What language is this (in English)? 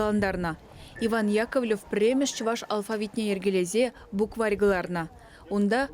Chuvash